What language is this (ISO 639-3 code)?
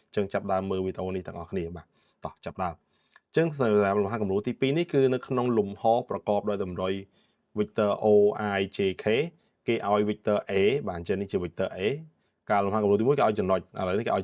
khm